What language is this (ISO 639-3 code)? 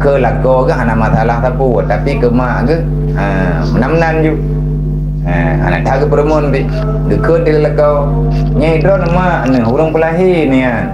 ace